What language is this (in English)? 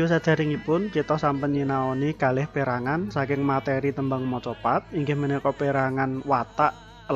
Javanese